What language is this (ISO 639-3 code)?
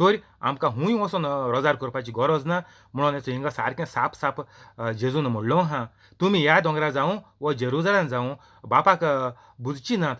kok